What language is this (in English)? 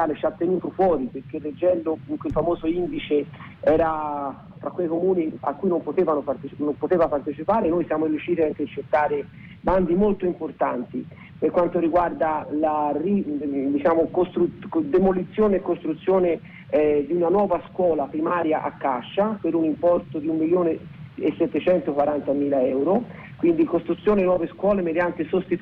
Italian